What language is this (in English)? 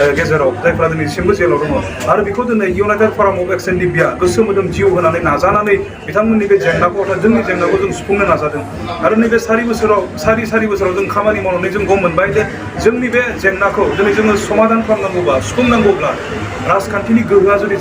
Bodo